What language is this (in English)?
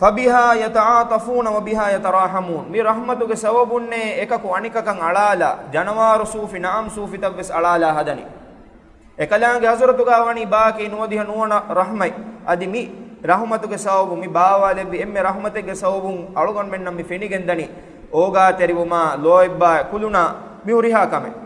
Divehi